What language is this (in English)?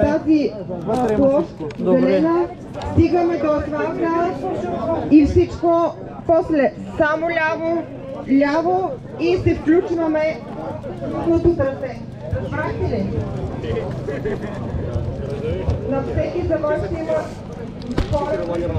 Bulgarian